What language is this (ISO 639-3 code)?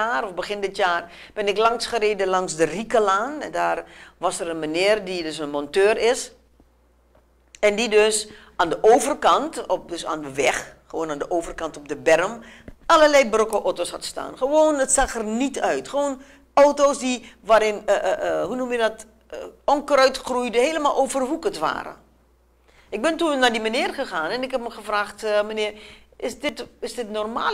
nld